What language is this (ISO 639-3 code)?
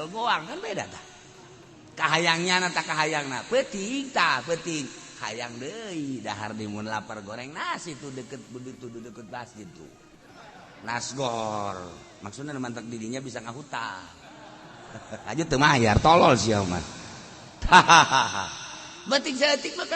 sun